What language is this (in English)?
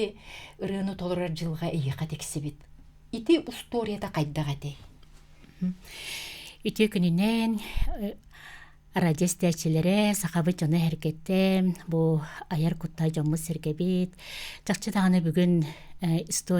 Yakut